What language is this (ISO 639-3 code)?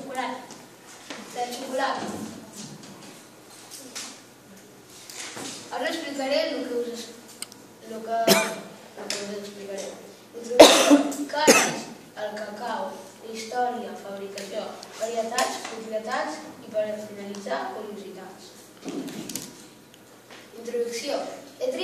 cat